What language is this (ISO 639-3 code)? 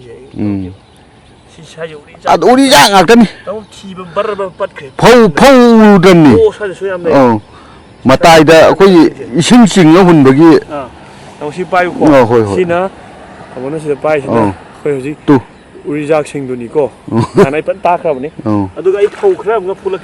mni